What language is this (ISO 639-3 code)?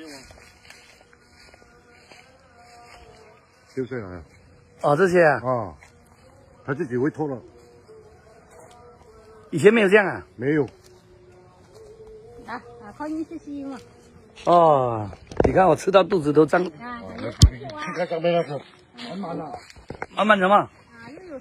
zho